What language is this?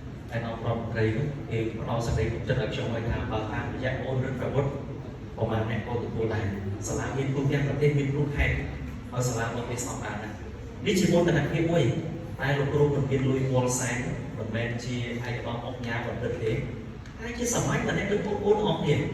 Khmer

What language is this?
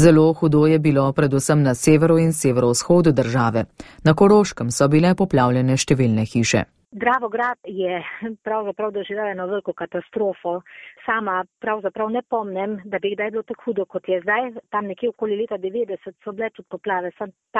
Slovenian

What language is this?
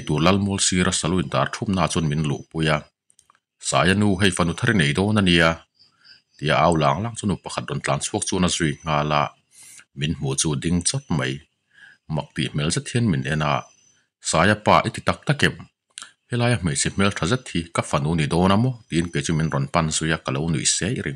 Mizo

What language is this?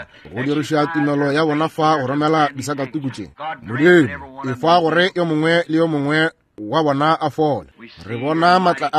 Northern Sotho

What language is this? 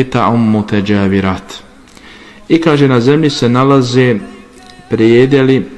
Bosnian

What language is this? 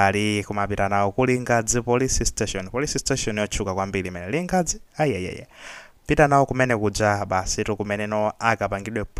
Nyanja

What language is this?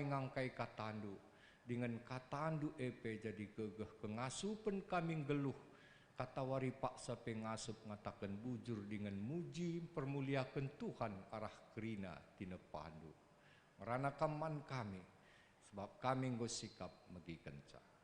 Batak Karo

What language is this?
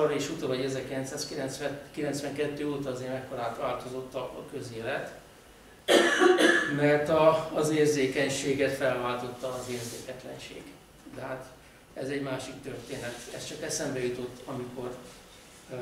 Hungarian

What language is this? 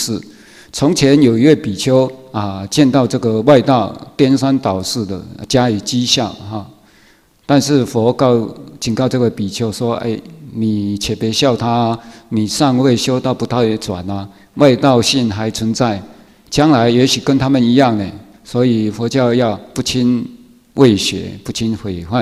Chinese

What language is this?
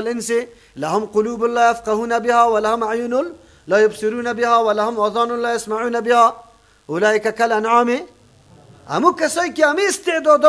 Persian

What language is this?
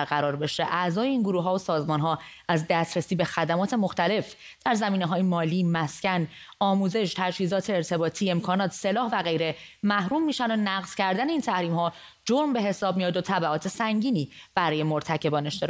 Persian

